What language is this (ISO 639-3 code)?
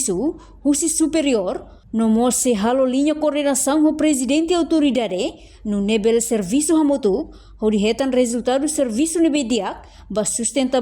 tet